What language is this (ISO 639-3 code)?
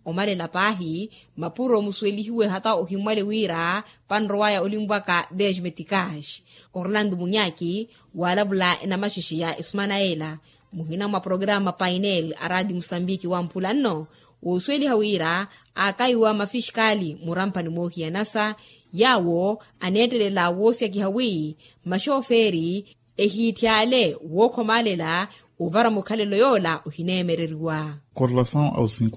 vmw